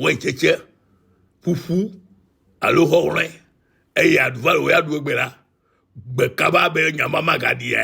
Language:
Ewe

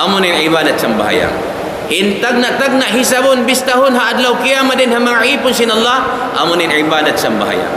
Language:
Tausug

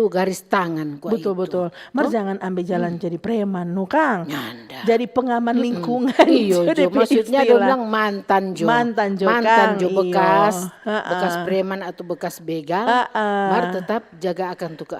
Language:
Manado Malay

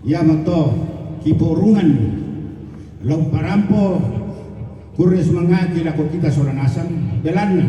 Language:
Toraja-Sa'dan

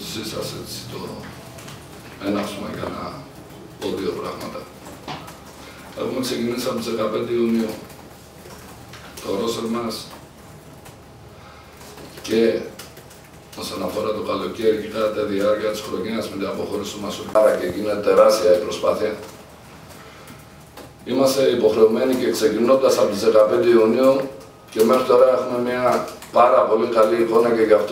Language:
Greek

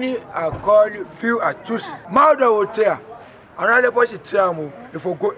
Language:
Krio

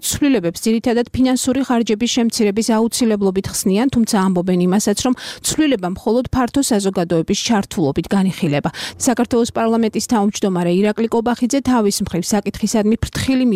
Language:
Georgian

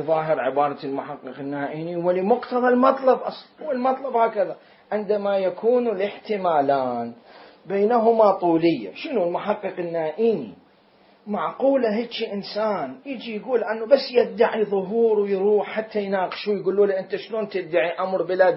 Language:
Mesopotamian Arabic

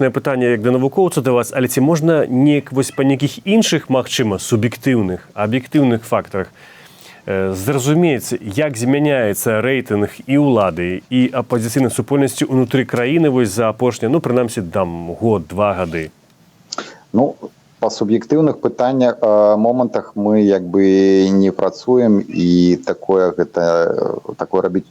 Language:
Belarusian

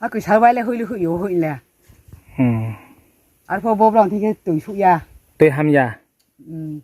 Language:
Riang (India)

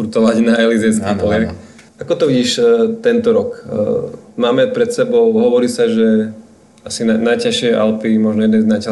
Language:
Slovak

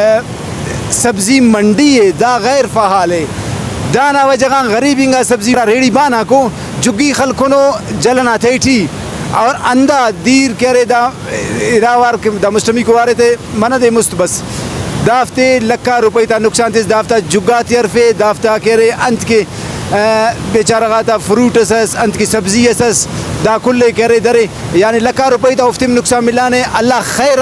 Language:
Brahui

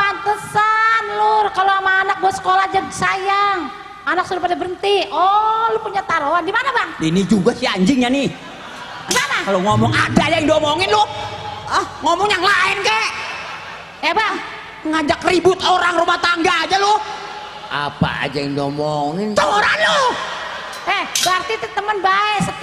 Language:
Betawi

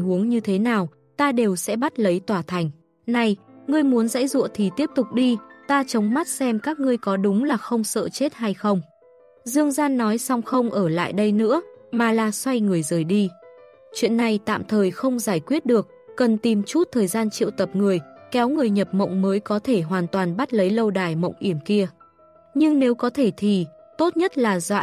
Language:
Vietnamese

